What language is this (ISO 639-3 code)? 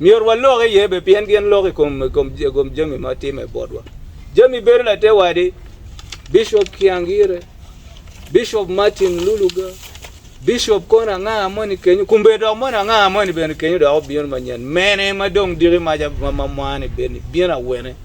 ach